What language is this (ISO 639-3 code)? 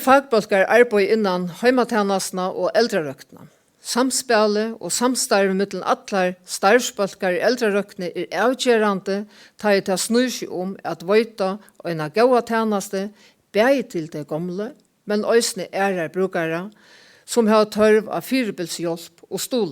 fao